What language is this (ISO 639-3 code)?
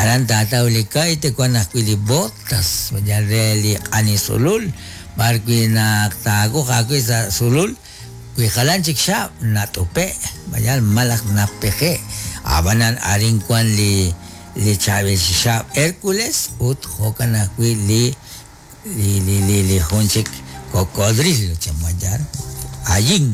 kek